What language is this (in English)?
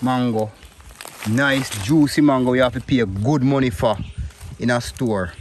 Jamaican Creole English